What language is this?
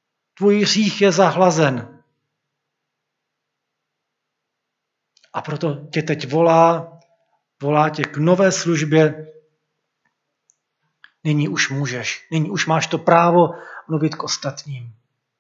Czech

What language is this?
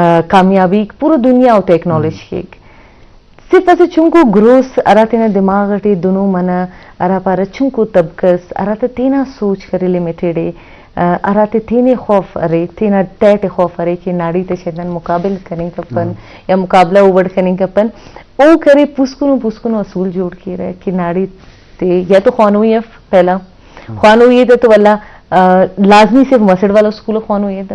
Eastern Balochi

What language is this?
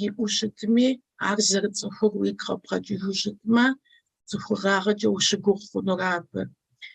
Kabardian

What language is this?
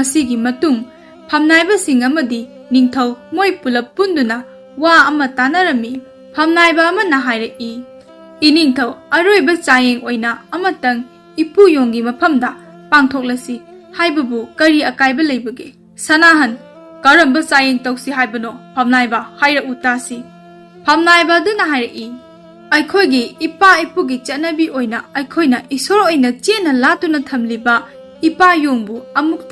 Manipuri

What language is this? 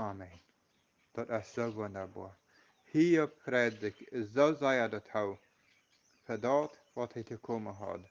Plautdietsch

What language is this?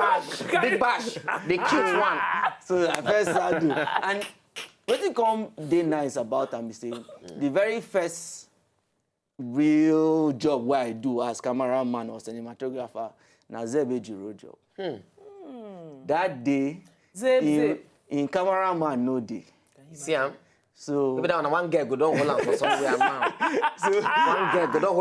Nigerian Pidgin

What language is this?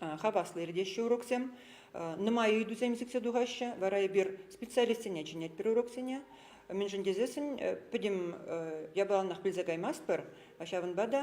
Chuvash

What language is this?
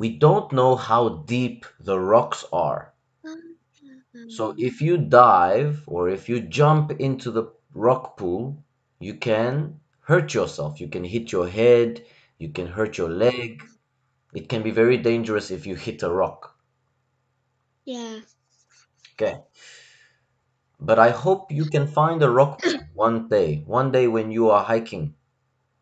English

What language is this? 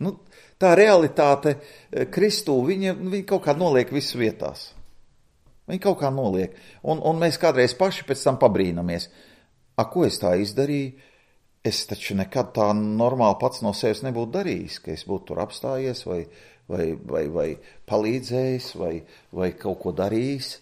Latvian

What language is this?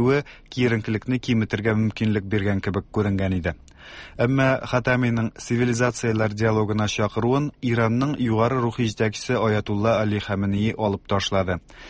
Tatar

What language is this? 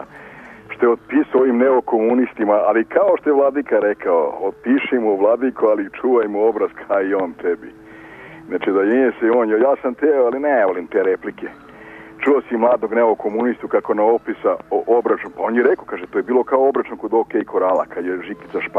Serbian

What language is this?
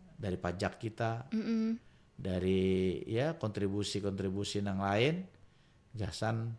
Banjar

